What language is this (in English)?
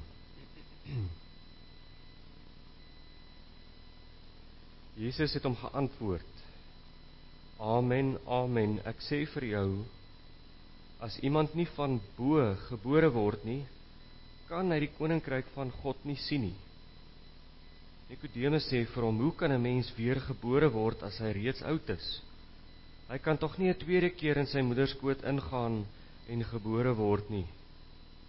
Afrikaans